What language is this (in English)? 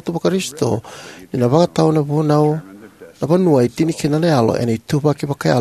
Fijian